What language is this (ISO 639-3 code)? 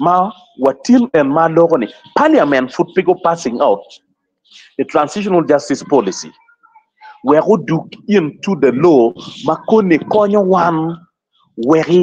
ach